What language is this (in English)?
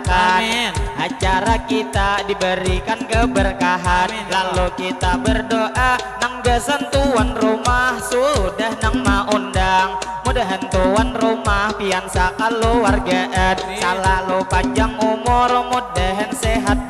Banjar